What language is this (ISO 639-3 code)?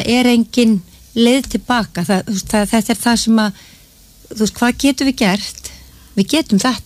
isl